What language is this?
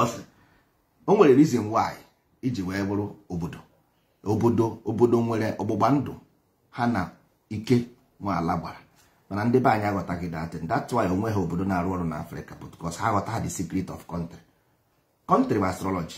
Igbo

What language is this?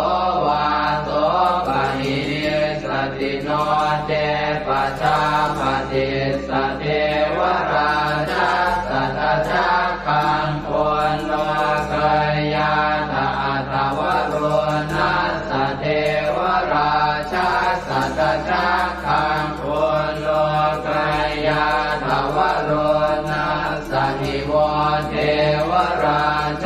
Pali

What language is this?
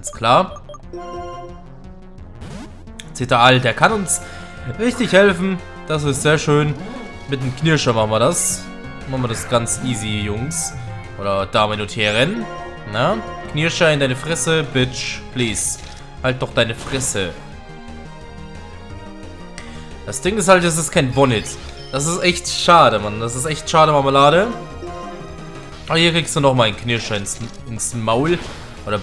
German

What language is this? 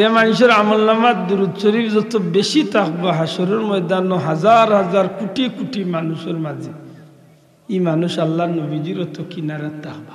Sylheti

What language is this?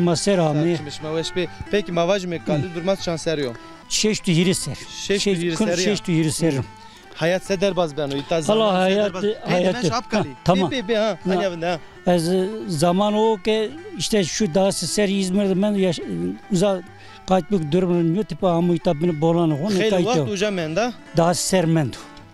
Zaza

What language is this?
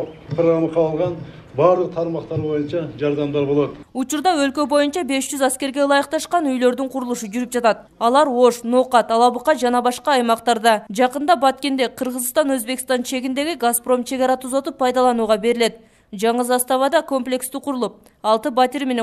Kyrgyz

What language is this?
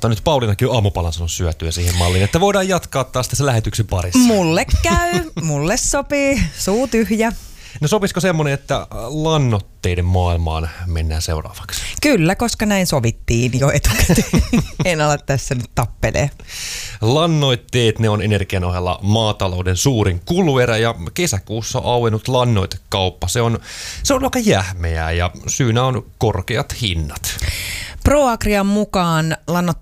Finnish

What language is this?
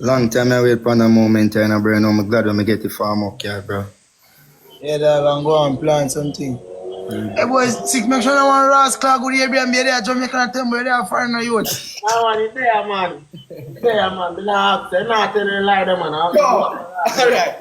Jamaican Creole English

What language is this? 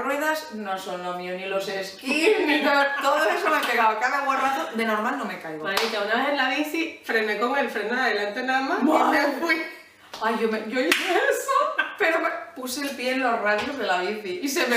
Spanish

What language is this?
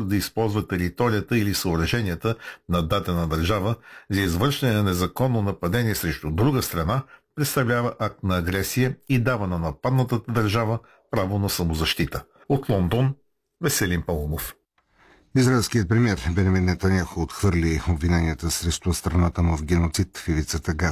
Bulgarian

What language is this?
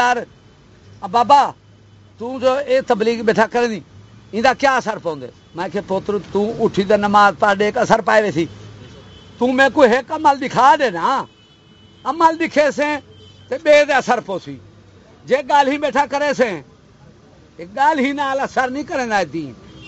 Saraiki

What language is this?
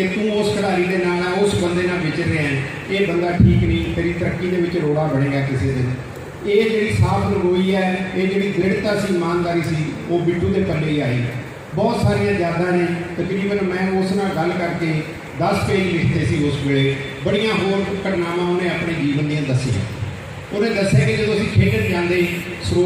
Punjabi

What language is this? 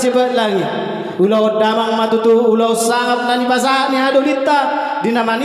Batak Toba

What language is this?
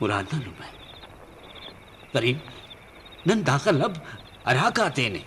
Brahui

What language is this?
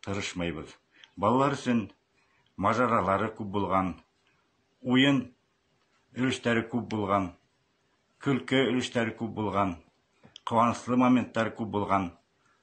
Bashkir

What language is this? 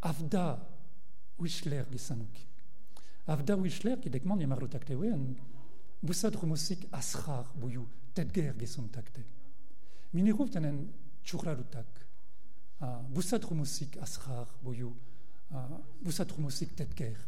Mongolian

